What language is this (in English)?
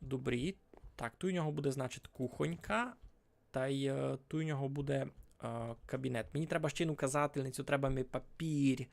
Rusyn